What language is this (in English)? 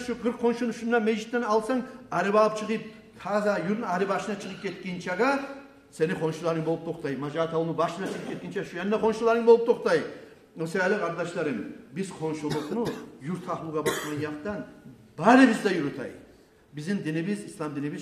Kumyk